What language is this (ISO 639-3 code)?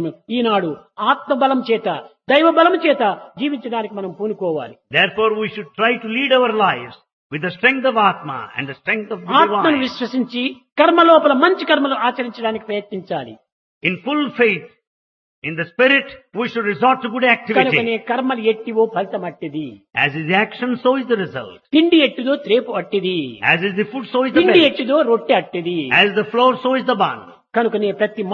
tel